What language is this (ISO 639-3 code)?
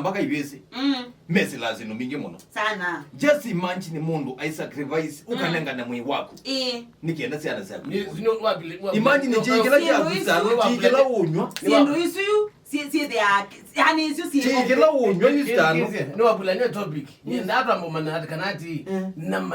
kam